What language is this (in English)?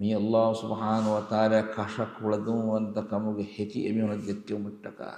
Divehi